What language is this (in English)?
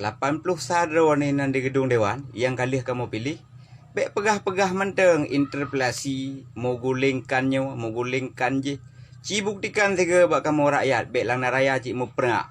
Achinese